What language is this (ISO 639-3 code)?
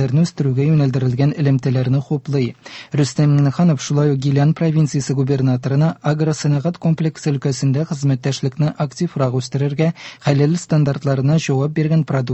tat